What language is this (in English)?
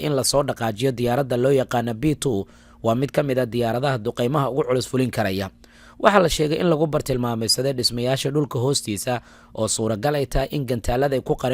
Somali